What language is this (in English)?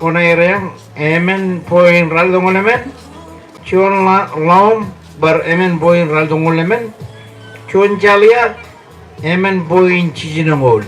Marshallese